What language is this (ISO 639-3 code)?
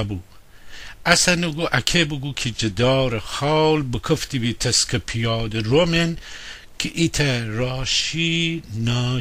glk